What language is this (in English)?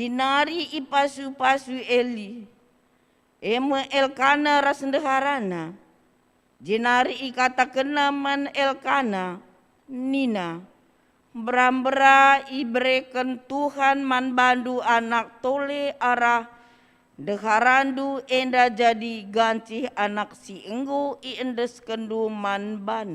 Batak Karo